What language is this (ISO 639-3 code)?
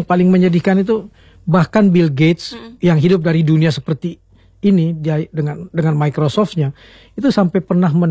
ind